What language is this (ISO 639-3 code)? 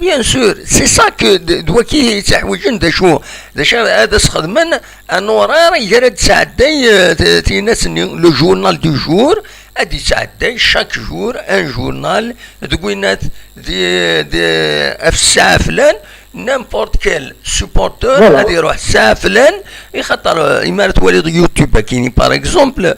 kab